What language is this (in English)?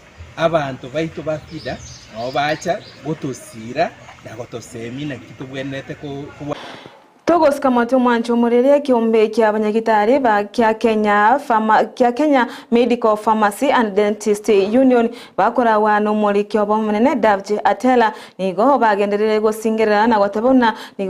Gusii